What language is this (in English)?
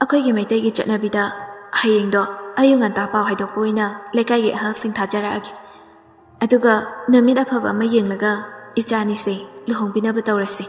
Manipuri